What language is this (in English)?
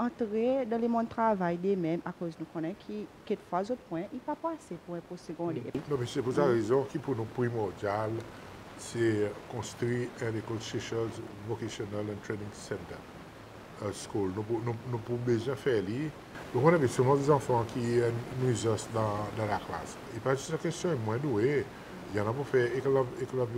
Seselwa Creole French